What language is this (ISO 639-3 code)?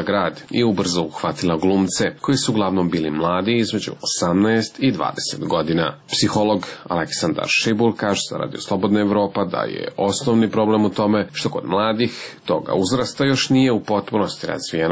srp